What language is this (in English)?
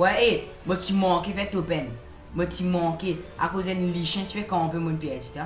Morisyen